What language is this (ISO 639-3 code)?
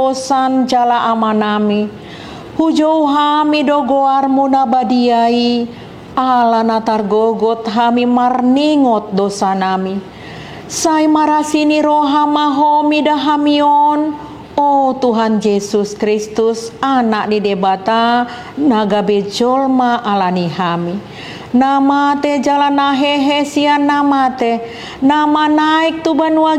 bbc